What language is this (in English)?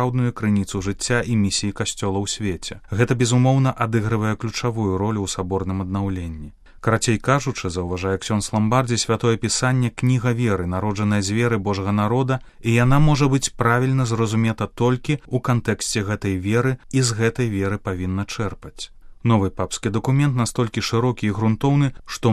Belarusian